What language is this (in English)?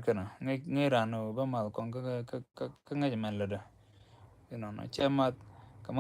Nuer